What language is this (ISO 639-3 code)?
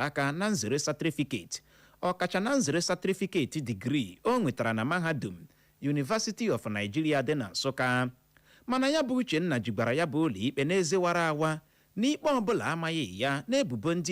ibo